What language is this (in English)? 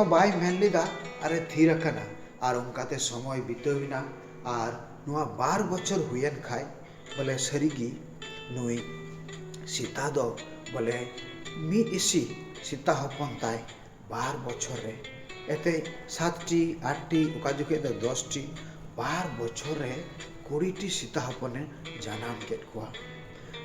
Santali